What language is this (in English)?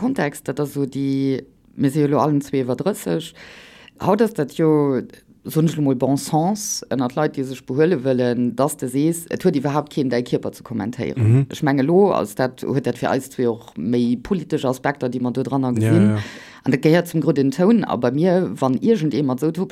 Luxembourgish